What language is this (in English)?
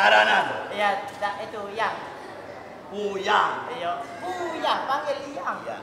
Musi